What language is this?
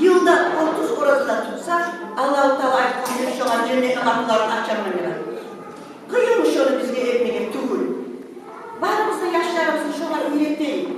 Kumyk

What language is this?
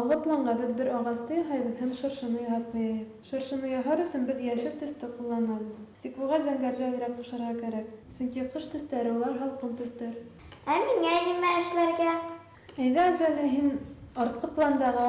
Bashkir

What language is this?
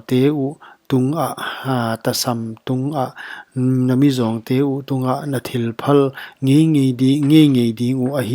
Paite Chin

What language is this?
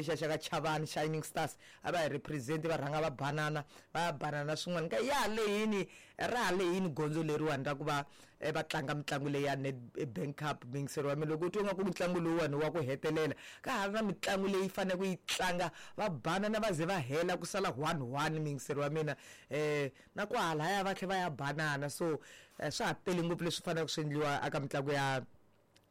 Tsonga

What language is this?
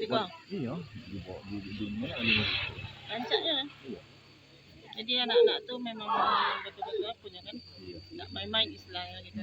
Minangkabau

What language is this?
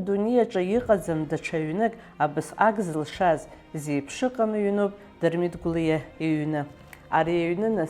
Abkhazian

